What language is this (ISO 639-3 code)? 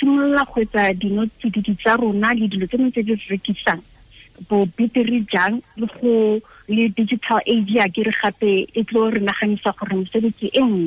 tsn